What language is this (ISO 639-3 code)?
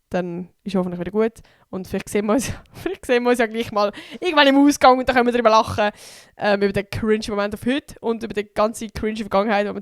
gsw